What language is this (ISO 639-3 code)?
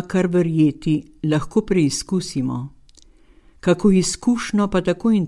slv